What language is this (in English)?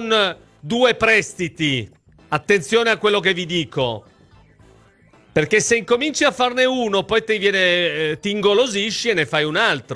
Italian